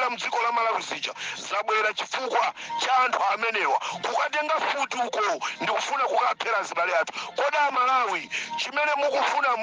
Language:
Nyanja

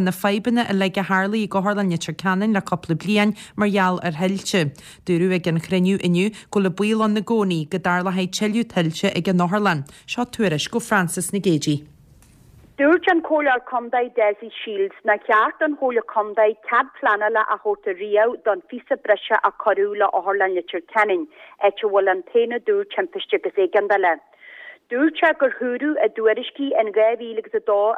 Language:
Irish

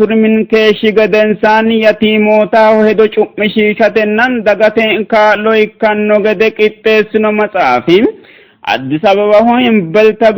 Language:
Sidamo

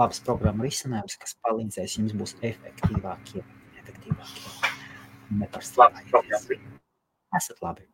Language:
Latvian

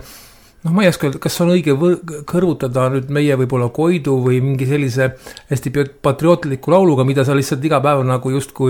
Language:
Estonian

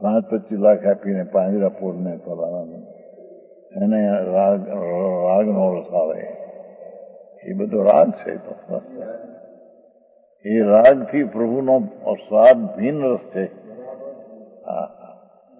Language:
Gujarati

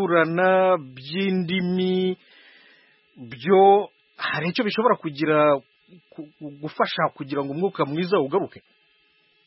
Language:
Kinyarwanda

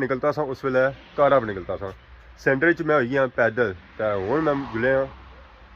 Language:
Pahari-Potwari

